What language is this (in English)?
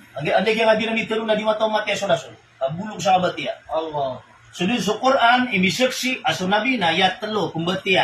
Maranao